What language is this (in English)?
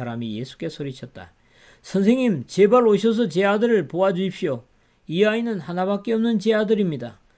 Korean